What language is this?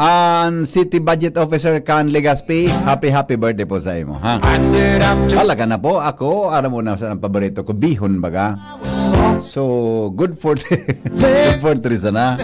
Bikol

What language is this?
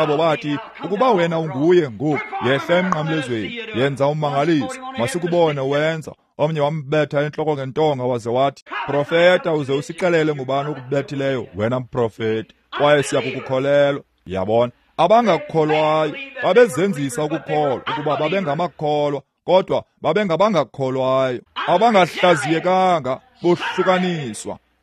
Xhosa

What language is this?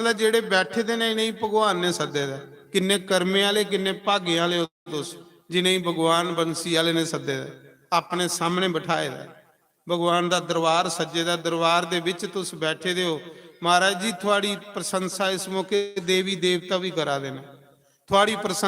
Dogri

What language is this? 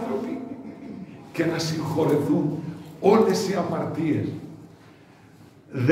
Greek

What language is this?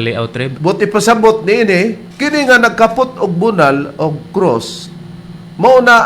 Cebuano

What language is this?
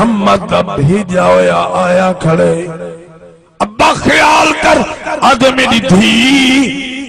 Saraiki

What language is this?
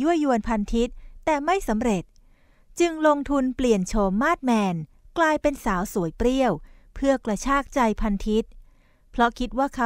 Thai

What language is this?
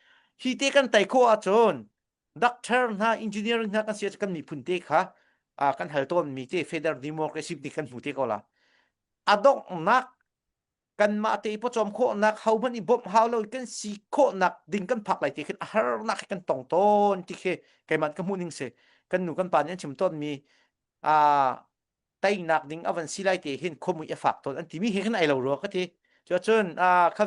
Hakha Chin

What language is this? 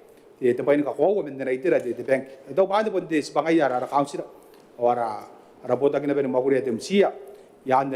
Gilbertese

